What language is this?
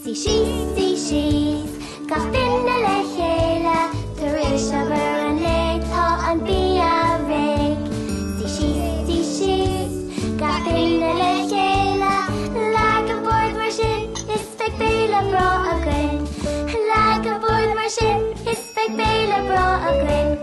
Irish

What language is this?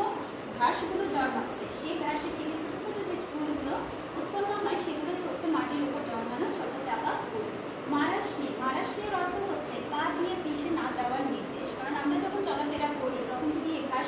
Bangla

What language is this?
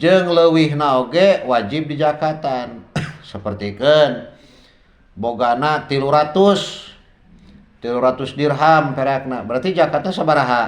Sundanese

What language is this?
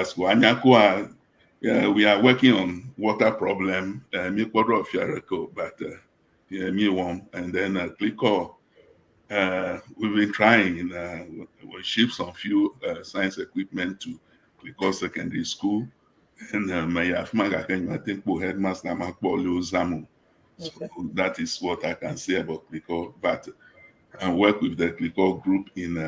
Ewe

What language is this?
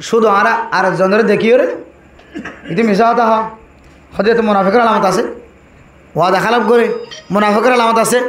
Rohingya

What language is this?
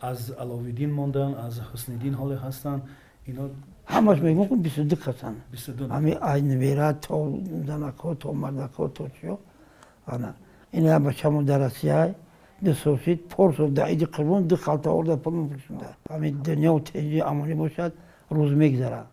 Tajik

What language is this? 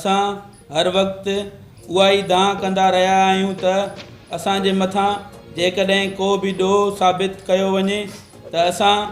Sindhi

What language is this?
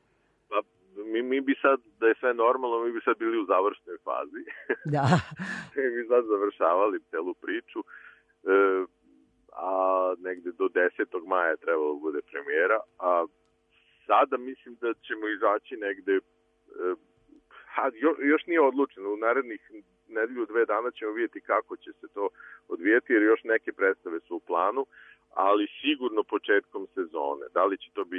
Serbian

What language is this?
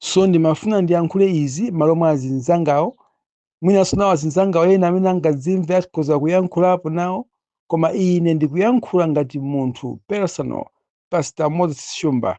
Nyanja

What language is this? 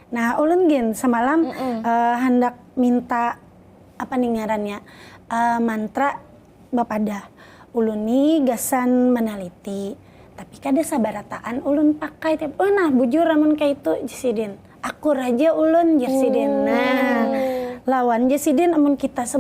Banjar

